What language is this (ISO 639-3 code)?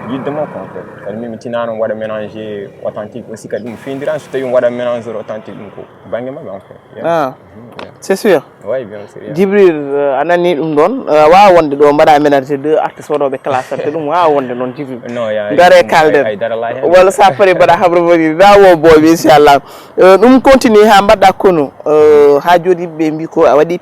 ful